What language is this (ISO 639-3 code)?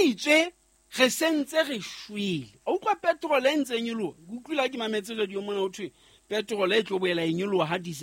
sot